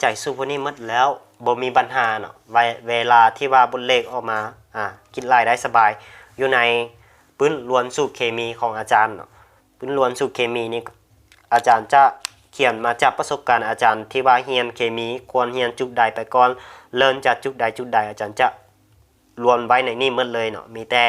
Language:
Lao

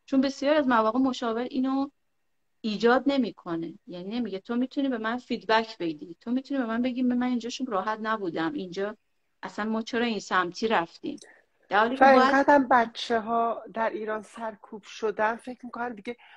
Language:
Persian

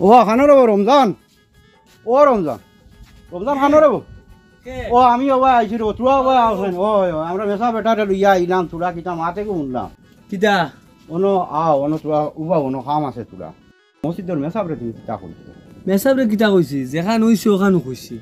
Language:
Sylheti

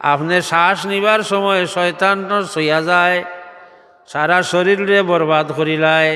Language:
Sylheti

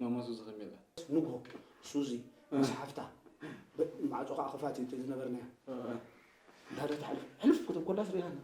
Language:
Tigrinya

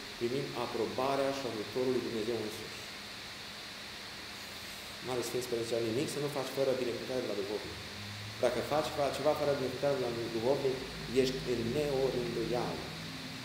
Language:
Romanian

